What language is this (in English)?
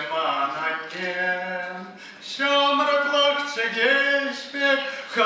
Chuvash